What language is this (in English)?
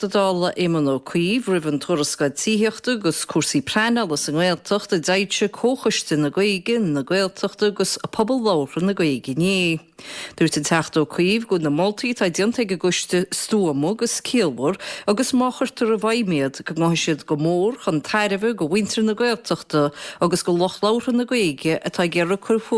Irish